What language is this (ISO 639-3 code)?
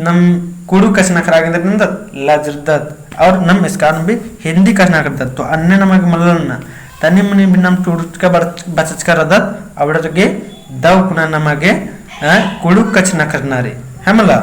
kru